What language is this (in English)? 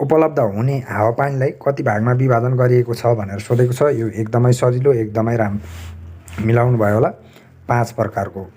Nepali